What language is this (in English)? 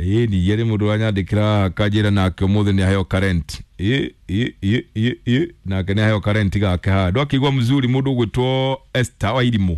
Kikuyu